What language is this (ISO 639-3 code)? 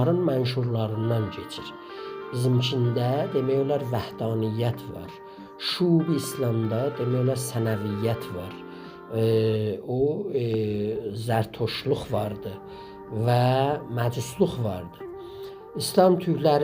azb